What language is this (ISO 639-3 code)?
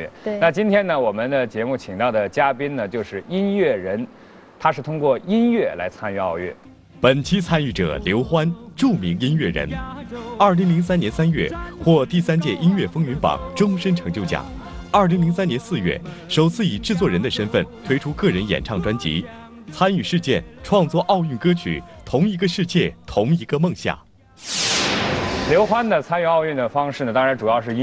zho